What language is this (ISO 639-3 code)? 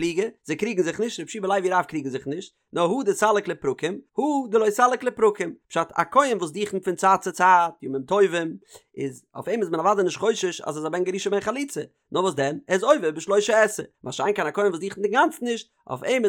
yid